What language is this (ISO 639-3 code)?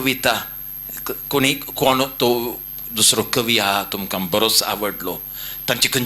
kok